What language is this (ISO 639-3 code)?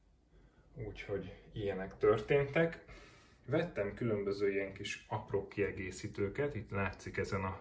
hun